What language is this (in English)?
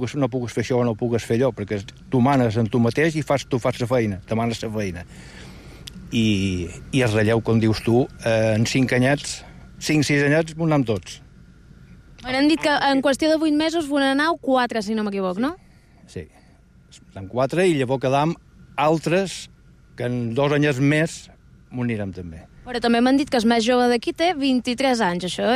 Catalan